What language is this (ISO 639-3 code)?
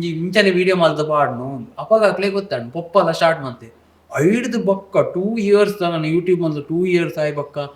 tcy